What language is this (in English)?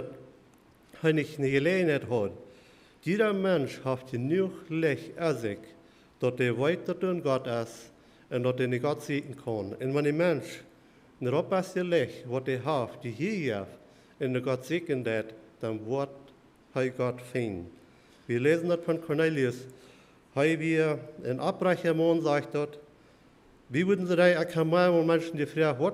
Plautdietsch